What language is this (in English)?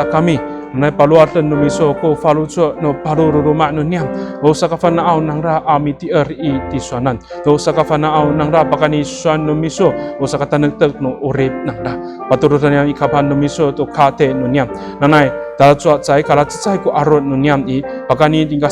Amis